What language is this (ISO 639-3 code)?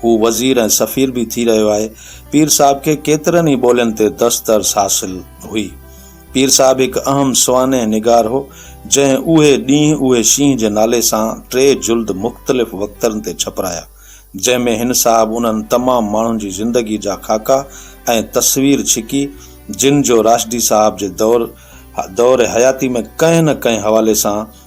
snd